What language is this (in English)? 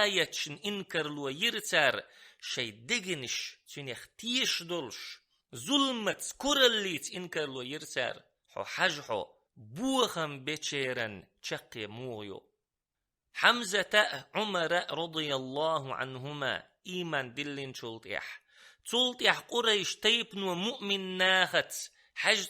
Chechen